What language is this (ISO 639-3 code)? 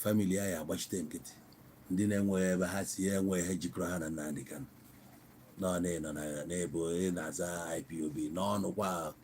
ibo